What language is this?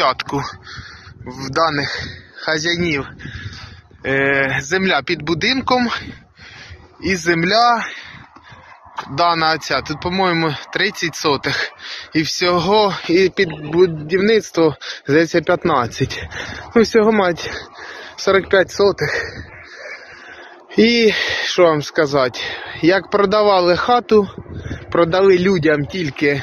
Ukrainian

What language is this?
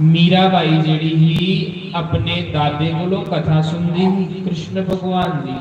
Dogri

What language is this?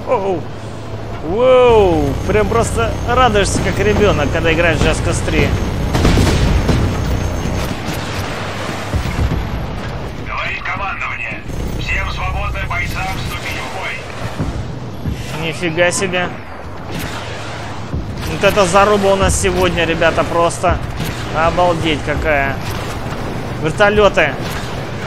Russian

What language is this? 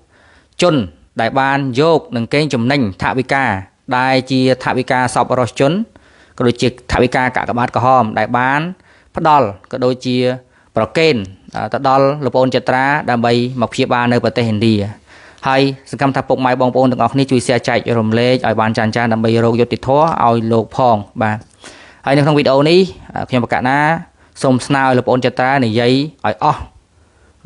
Khmer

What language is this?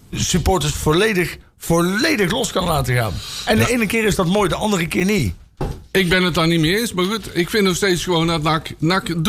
Dutch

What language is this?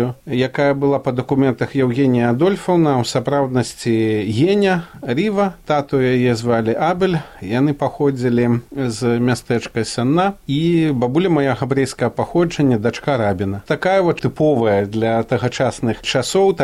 Belarusian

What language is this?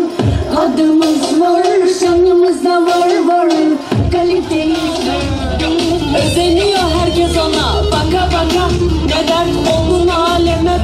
Turkish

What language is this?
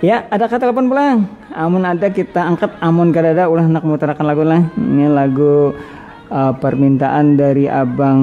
Banjar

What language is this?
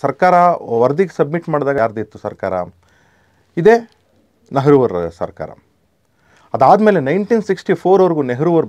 Kannada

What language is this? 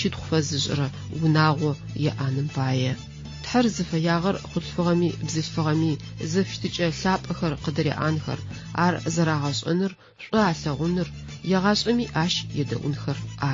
Adyghe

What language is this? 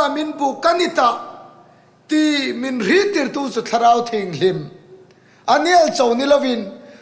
Hmar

